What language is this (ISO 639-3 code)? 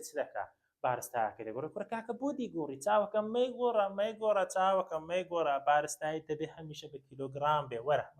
ckb